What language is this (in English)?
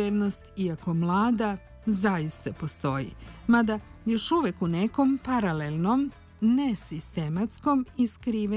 Serbian